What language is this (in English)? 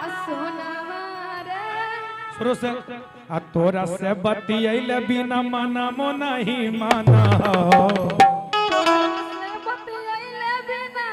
Magahi